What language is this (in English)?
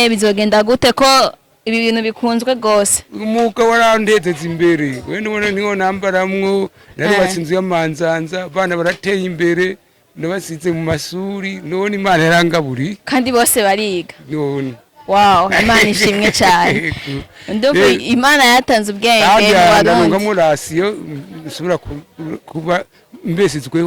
Rundi